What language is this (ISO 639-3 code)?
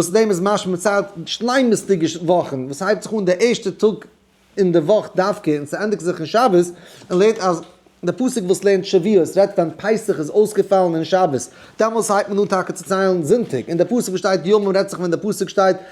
yid